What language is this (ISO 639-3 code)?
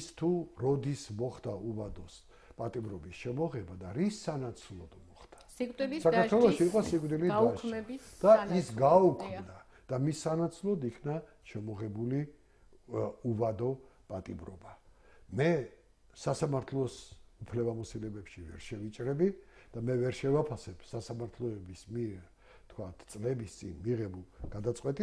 kat